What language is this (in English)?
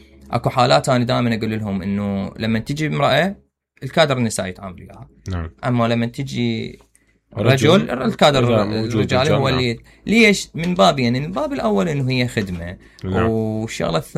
Mesopotamian Arabic